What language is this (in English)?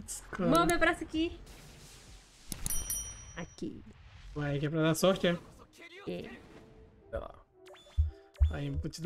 Portuguese